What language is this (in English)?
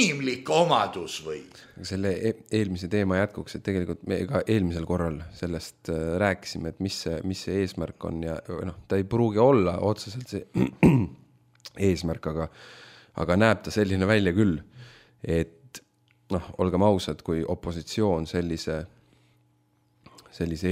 Estonian